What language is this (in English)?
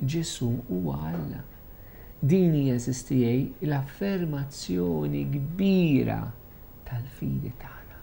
Maltese